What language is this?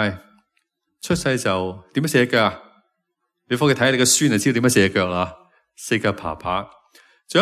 Cantonese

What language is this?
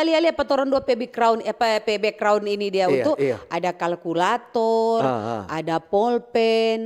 Manado Malay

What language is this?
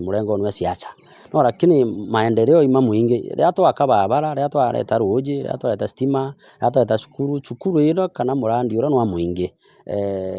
Meru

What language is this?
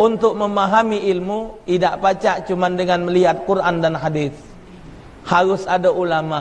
Musi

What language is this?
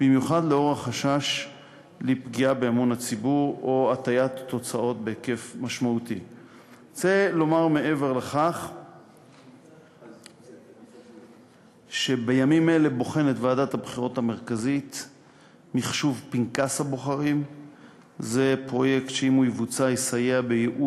Hebrew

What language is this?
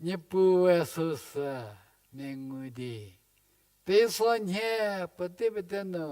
Angami Naga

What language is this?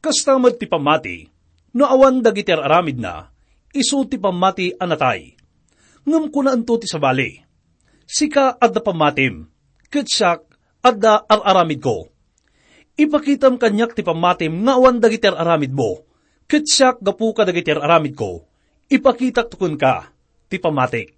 Iloko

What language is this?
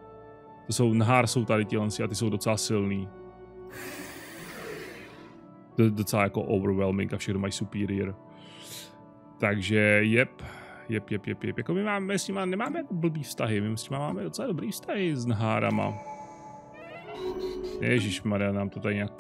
Czech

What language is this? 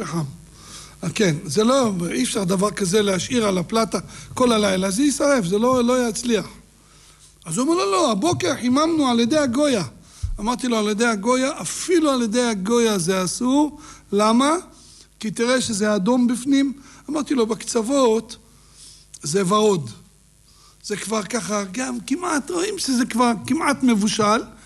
Hebrew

